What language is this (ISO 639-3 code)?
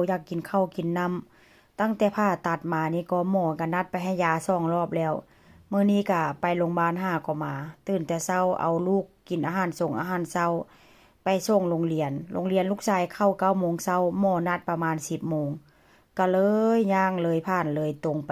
tts